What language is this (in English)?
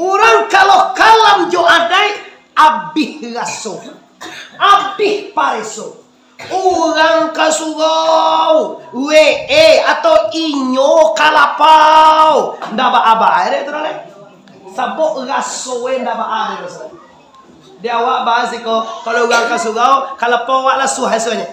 Minangkabau